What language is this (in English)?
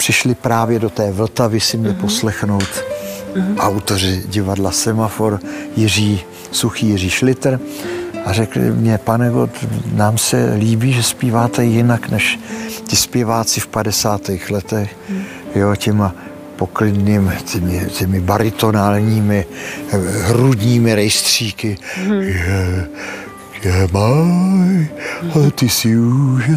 Czech